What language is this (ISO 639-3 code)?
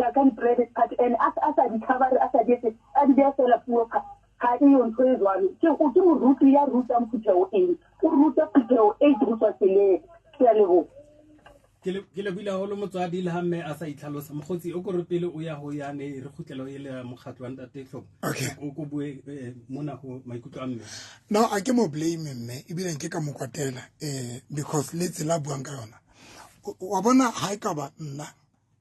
sot